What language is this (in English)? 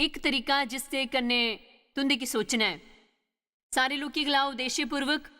Dogri